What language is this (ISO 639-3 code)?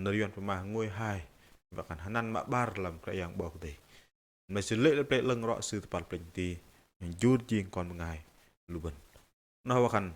bdq